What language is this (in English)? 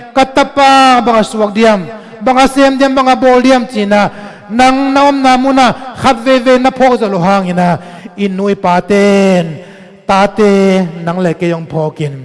Tedim Chin